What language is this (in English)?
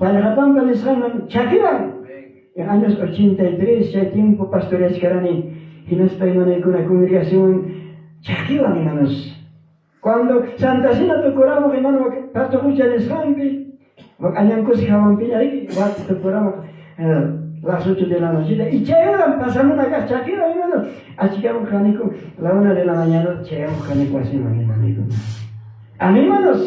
Ayacucho Quechua